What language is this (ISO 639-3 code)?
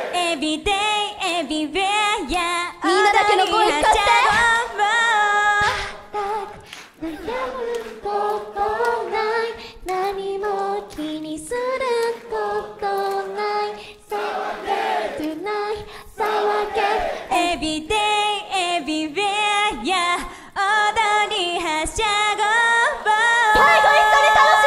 jpn